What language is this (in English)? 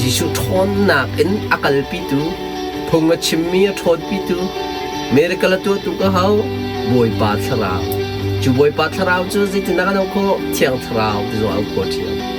Hakha Chin